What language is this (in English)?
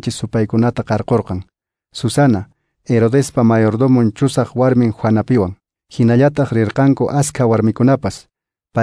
Quechua